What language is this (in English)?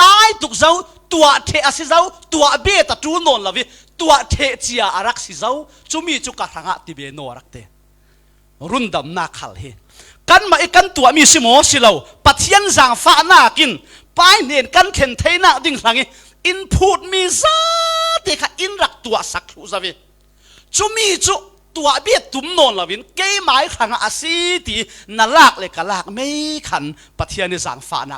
Falam Chin